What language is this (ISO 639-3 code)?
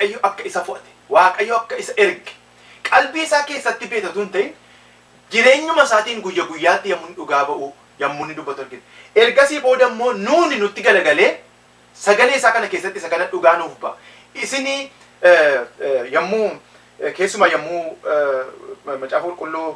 orm